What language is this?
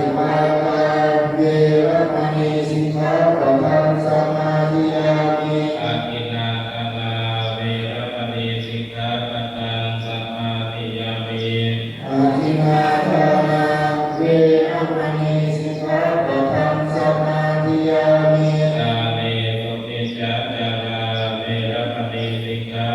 Pali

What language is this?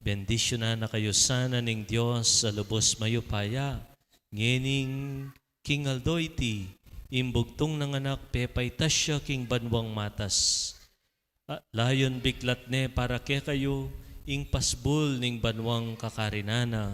Pampanga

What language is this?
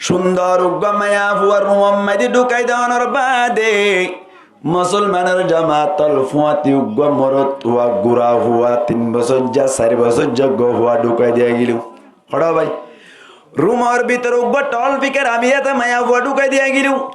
Rohingya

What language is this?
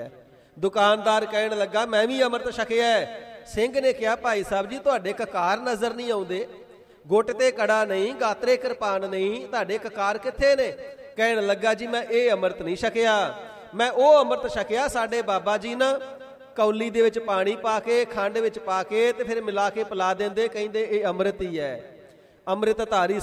Punjabi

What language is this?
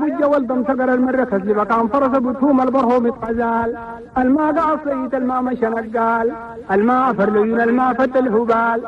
Chadian Arabic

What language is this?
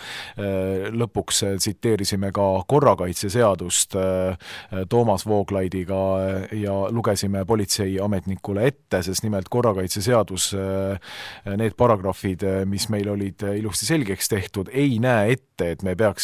Estonian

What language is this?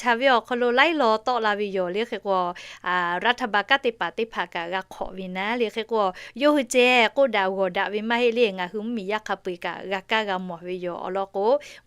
Lahu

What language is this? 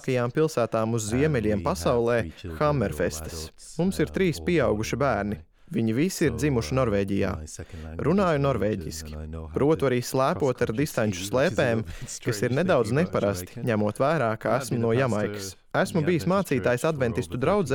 Latvian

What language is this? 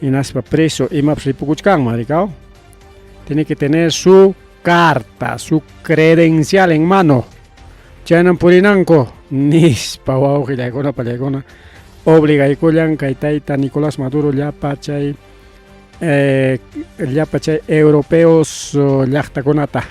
Ayacucho Quechua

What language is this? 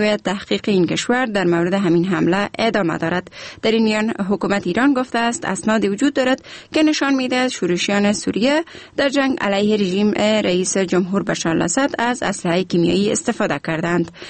Persian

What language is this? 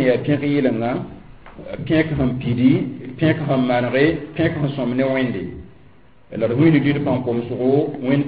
Mossi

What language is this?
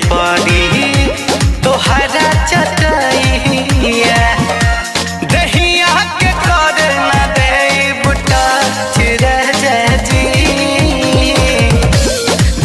Bhojpuri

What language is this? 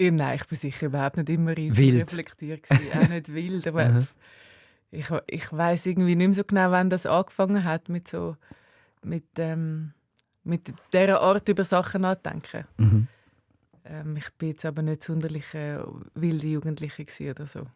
Swiss German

